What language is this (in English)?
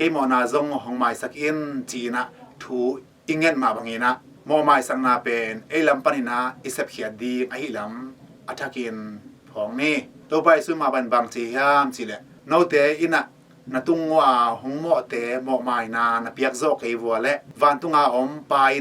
Tedim Chin